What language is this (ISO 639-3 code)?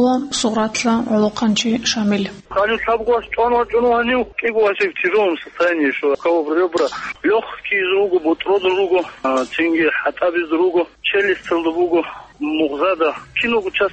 ava